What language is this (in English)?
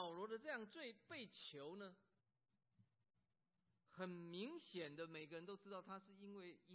Chinese